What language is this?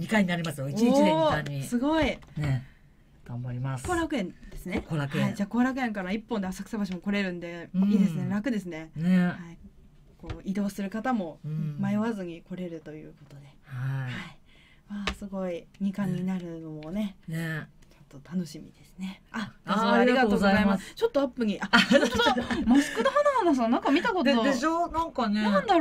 Japanese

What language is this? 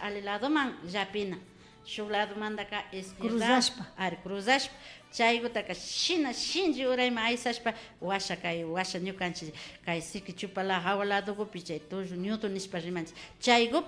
Imbabura Highland Quichua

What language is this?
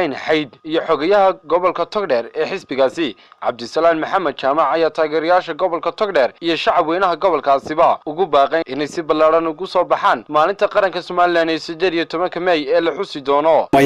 Somali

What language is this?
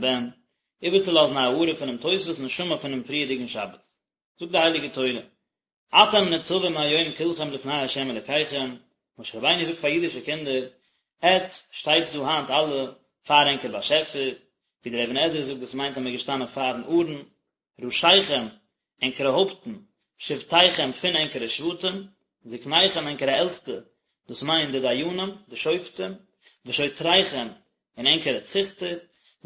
Yiddish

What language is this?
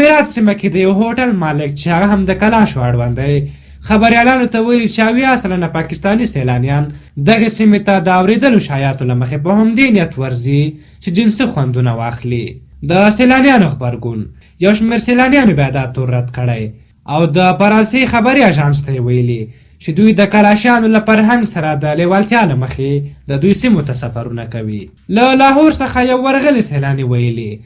Pashto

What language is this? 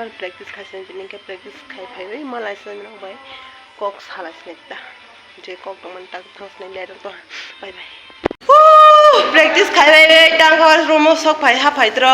Kok Borok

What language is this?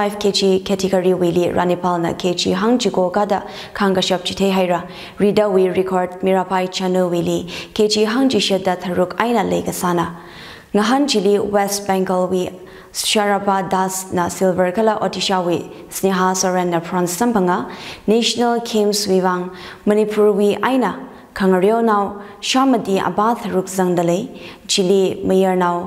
Tangkhul Naga (India)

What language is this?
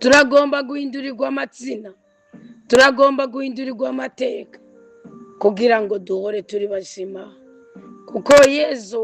Rundi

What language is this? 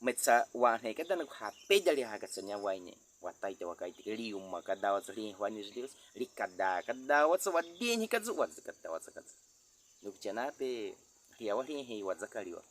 Baniwa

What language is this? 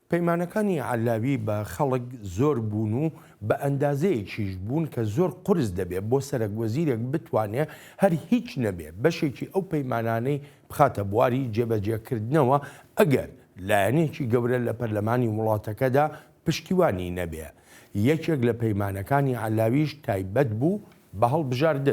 Central Kurdish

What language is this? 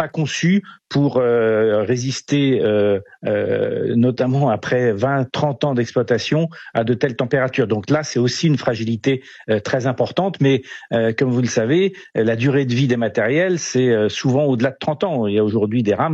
French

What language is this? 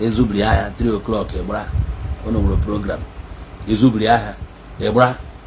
Igbo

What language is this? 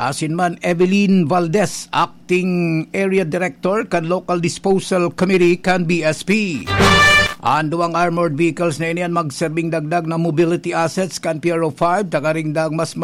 Bikol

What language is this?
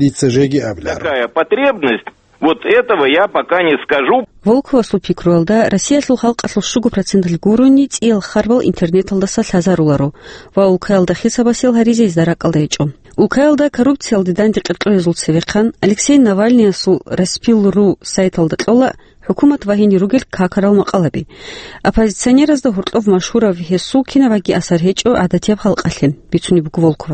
Avaric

